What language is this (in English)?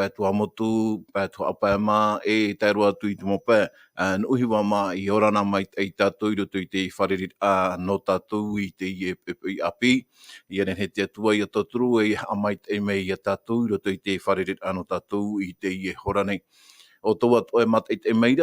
Tahitian